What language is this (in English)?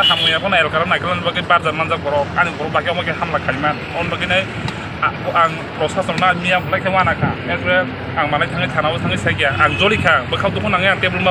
Riang (India)